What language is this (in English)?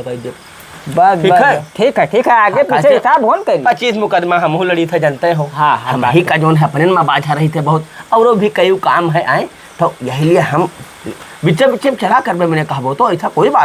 Awadhi